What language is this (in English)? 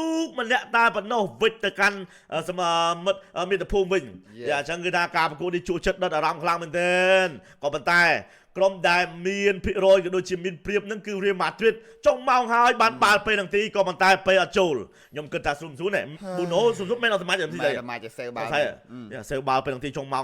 Khmer